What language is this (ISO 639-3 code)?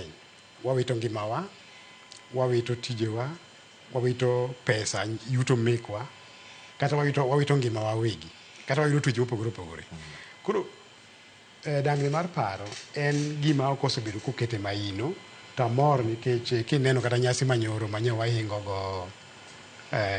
luo